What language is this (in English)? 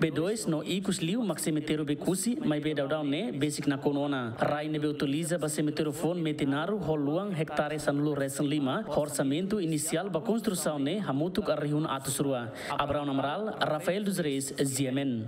Tetum